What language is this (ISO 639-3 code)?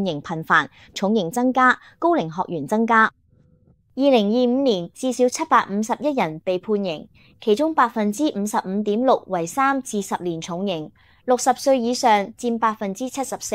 yue